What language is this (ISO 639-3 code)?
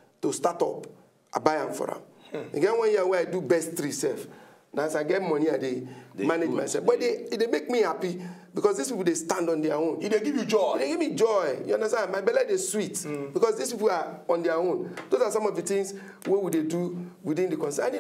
pcm